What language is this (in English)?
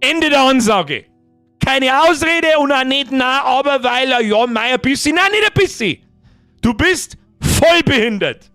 Bavarian